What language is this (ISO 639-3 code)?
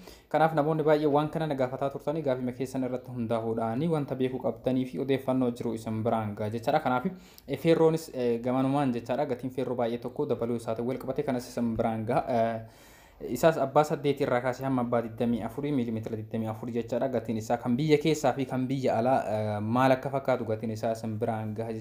orm